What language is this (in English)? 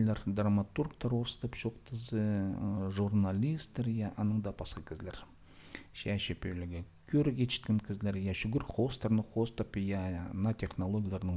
Khakas